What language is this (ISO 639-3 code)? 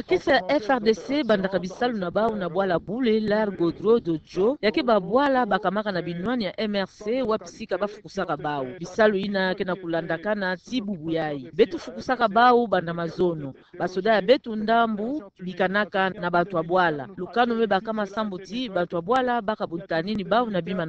ktu